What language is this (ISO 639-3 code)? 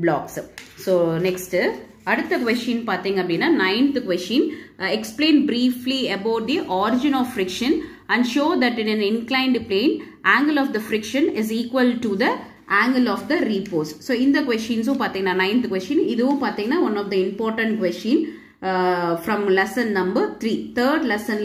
tam